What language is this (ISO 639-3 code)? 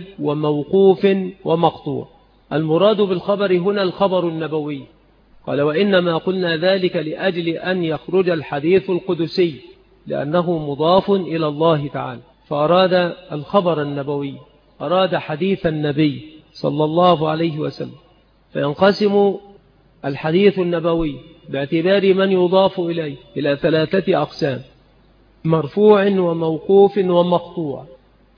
ara